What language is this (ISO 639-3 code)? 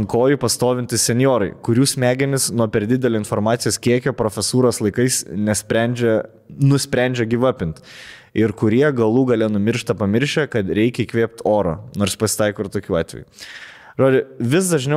lit